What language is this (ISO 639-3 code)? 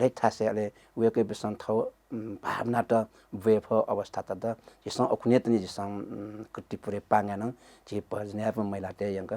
new